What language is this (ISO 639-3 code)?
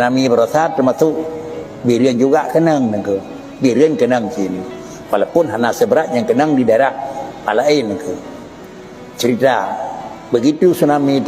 ace